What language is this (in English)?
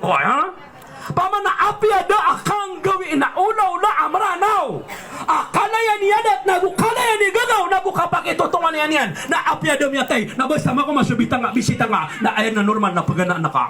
Maranao